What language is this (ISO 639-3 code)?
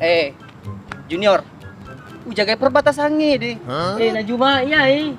bug